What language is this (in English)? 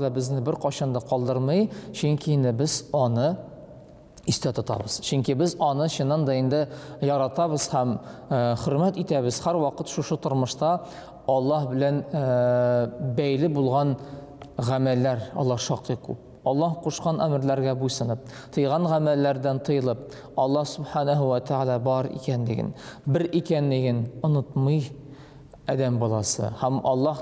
Tatar